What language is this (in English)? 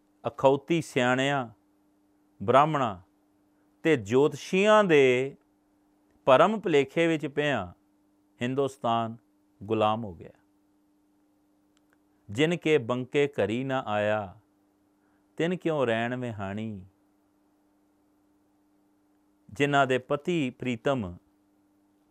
Punjabi